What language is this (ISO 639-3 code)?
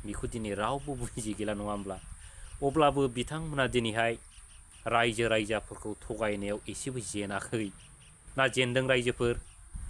brx